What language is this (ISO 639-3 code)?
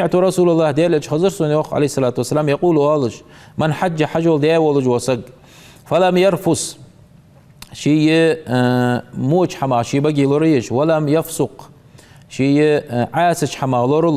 inh